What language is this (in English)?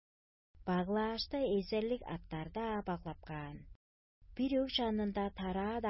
Tuvinian